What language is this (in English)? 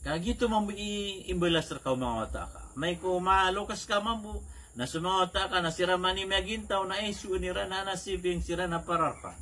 Maranao